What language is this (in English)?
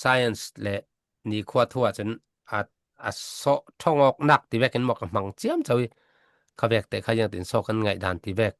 Falam Chin